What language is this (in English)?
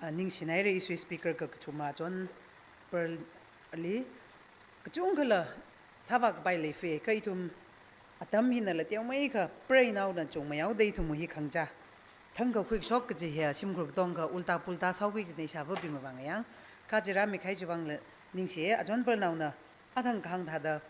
Tangkhul Naga (India)